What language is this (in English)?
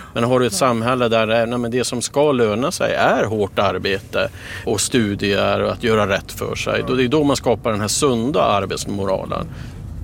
Swedish